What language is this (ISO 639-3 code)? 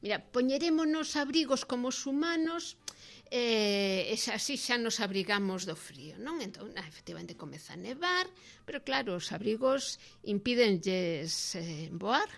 glg